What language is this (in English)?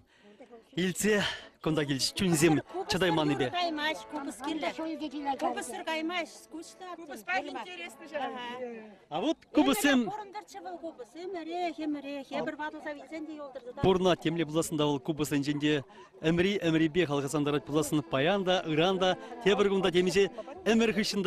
Chuvash